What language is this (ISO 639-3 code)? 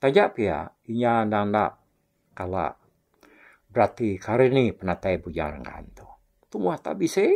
iba